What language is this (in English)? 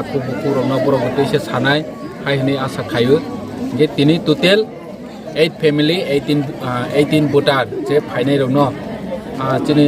Kok Borok